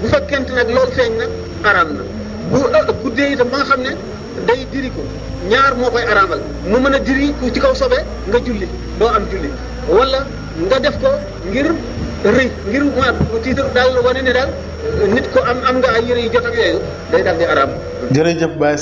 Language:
Wolof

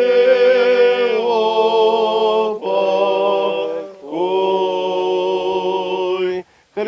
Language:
Gagauz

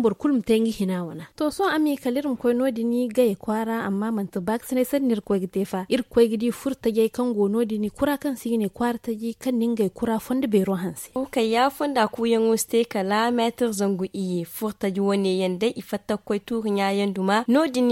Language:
Zarma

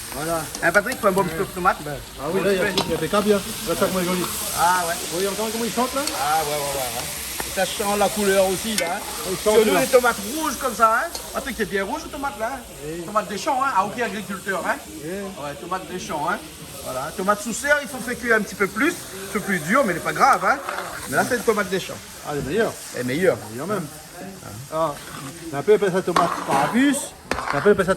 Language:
Réunion Creole French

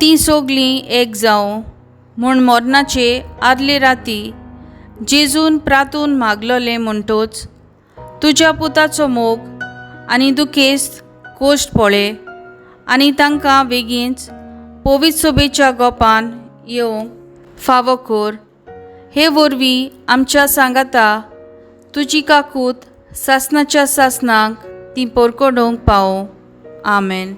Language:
Konkani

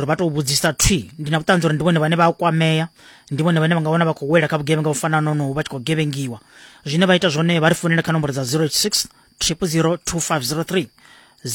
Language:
Venda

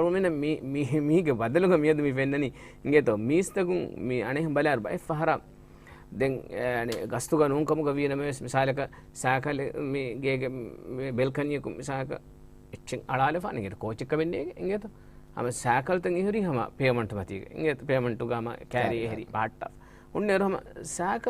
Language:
Divehi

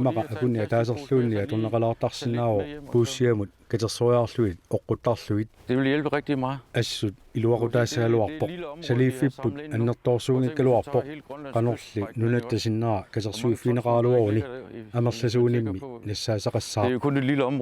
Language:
Kalaallisut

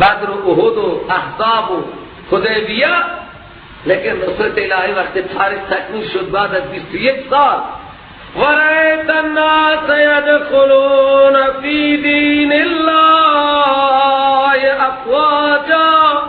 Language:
Persian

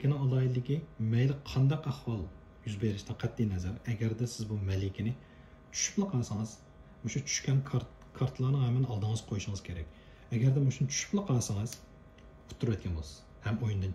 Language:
Uyghur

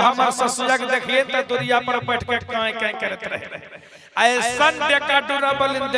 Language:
Magahi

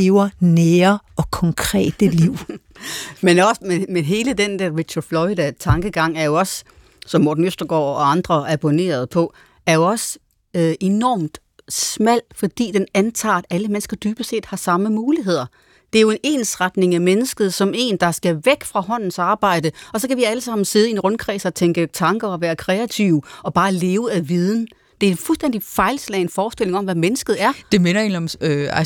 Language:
Danish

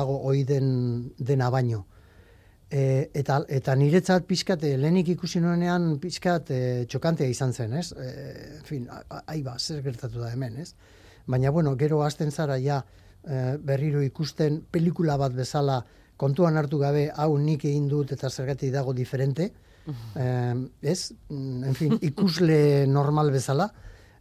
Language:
Basque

